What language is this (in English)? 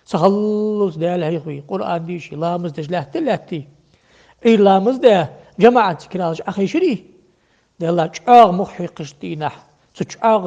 Ingush